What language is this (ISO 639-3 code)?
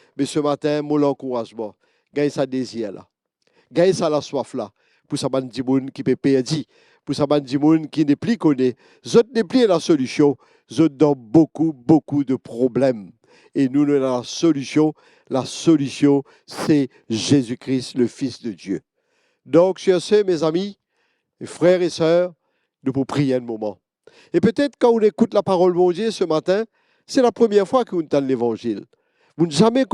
mfe